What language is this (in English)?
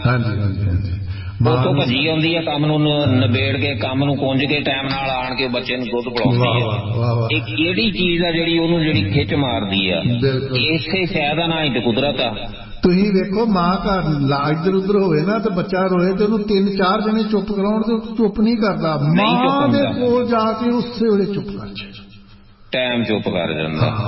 Punjabi